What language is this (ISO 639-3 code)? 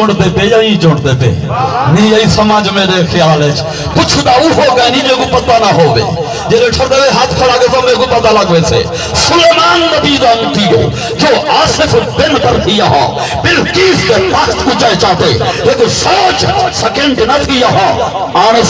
skr